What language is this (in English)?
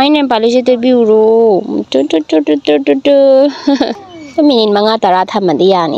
Manipuri